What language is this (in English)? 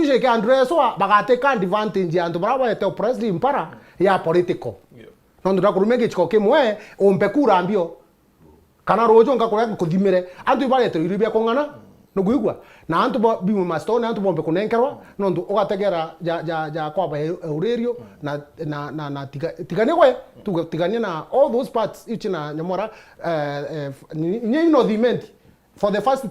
Meru